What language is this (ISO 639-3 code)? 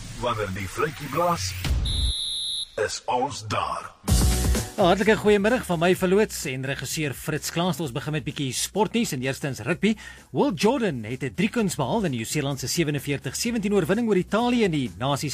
afr